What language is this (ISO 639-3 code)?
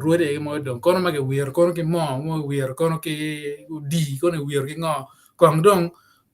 ach